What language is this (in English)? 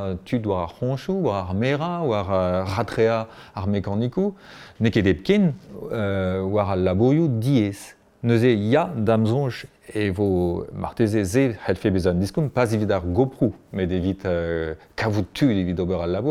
Breton